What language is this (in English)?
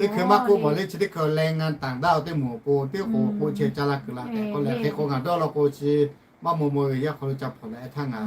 Lahu